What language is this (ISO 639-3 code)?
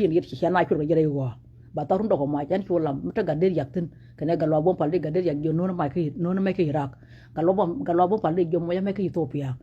nus